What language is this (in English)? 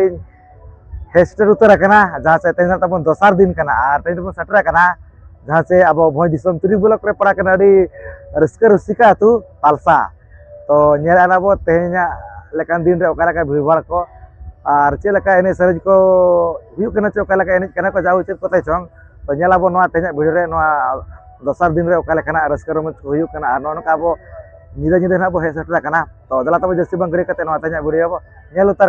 Santali